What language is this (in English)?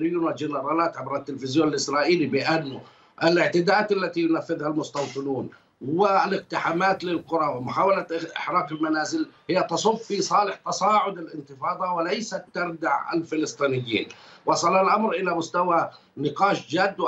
Arabic